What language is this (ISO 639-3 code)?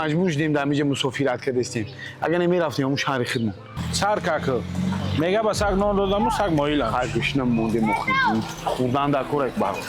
tgk